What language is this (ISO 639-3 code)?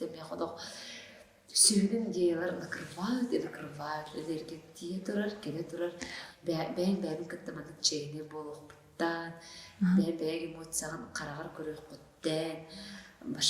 sah